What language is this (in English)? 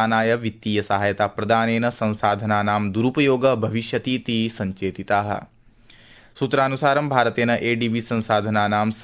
Sanskrit